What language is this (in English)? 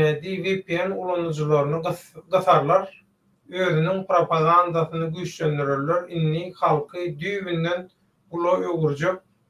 Turkmen